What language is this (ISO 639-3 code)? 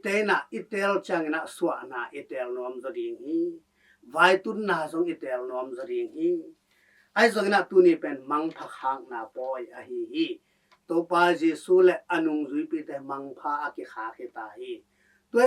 ctd